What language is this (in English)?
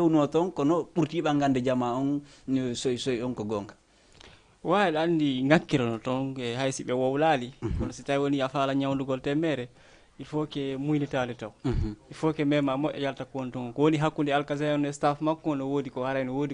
Fula